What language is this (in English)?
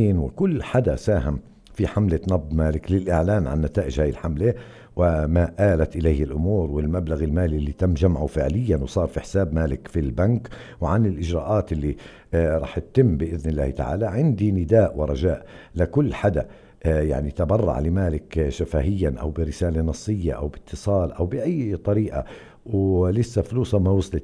North Levantine Arabic